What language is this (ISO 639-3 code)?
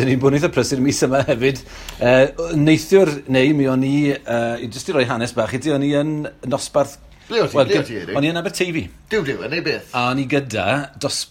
cym